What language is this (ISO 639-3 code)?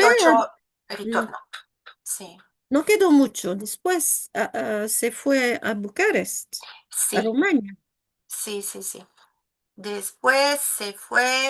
lad